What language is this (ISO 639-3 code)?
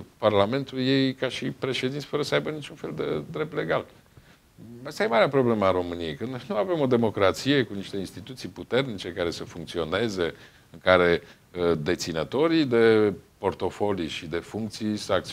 ron